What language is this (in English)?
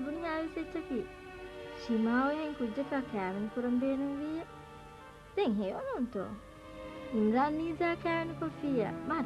Divehi